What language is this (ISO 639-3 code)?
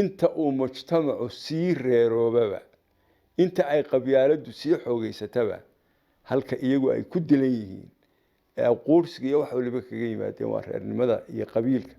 som